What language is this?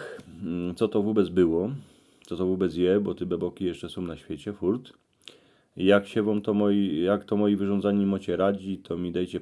Silesian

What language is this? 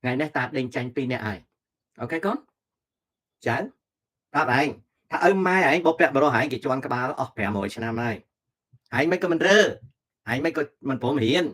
Khmer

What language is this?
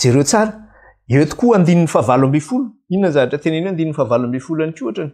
Malagasy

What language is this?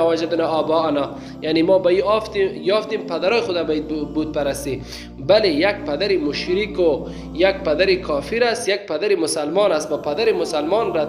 Tajik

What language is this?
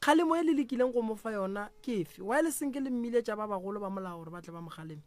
Northern Sotho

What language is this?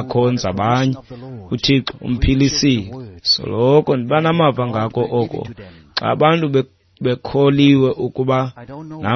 Xhosa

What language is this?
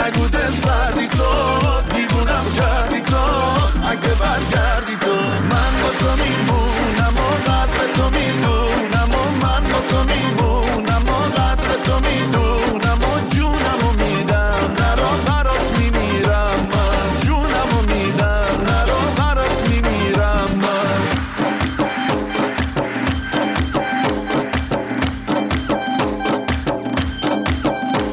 Persian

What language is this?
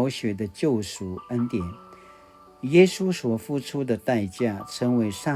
Paiwan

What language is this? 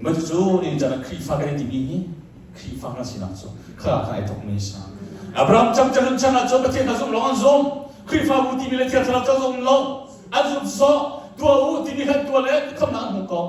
Hakha Chin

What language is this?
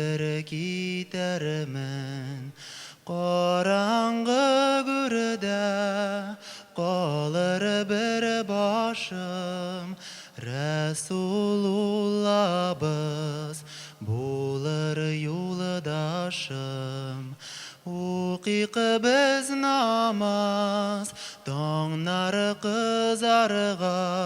Tatar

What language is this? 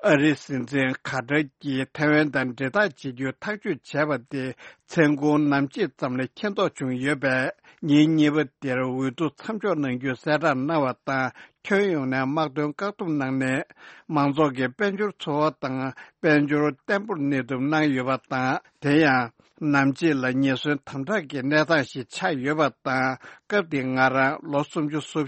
Tibetan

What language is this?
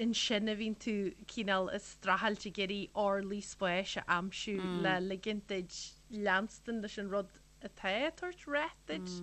Irish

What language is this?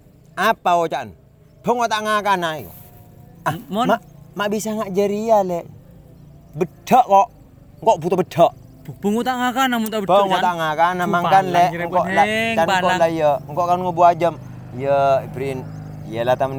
Madurese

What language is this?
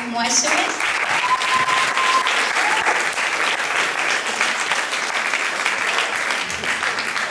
Estonian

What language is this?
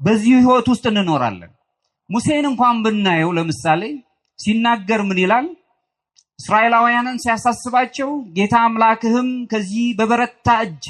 Amharic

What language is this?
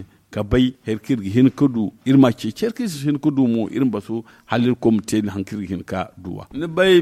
Zarma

